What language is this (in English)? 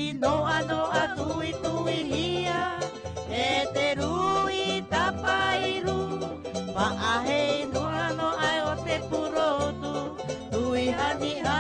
Tahitian